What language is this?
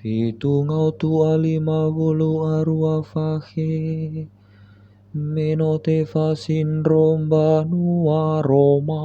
Nias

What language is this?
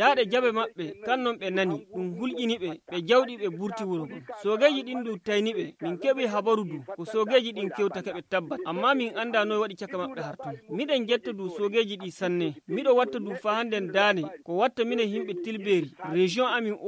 Fula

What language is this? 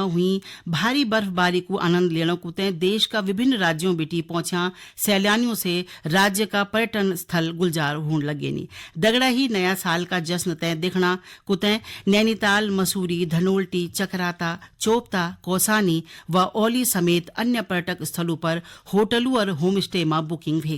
Garhwali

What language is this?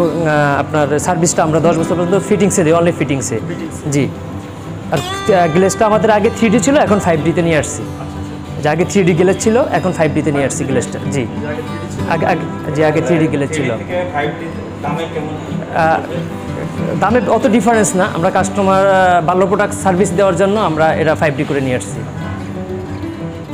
Bangla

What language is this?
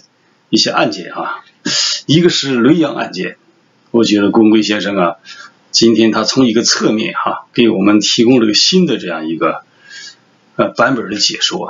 Chinese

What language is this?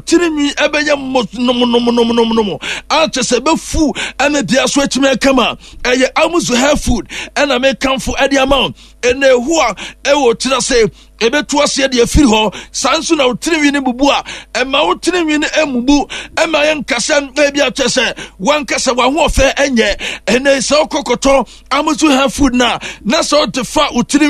Akan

